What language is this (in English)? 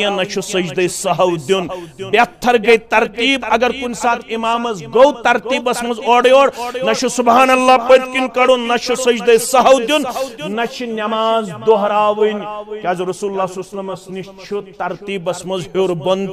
Kashmiri